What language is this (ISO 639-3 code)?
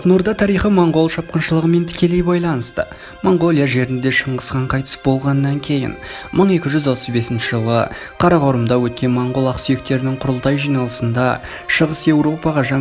kaz